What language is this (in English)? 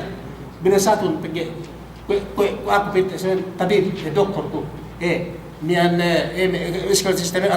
Yakan